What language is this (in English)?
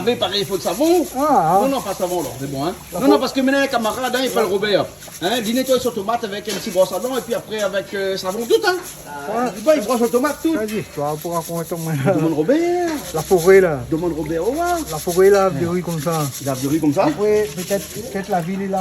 Réunion Creole French